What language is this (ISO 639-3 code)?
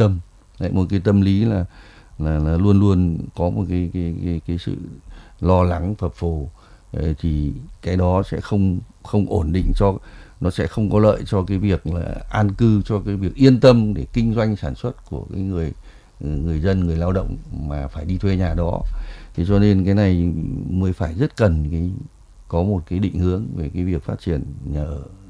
vie